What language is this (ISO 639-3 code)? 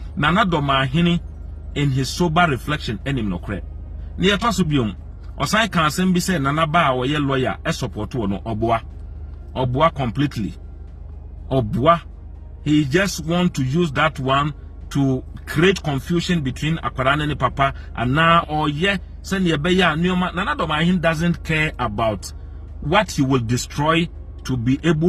aka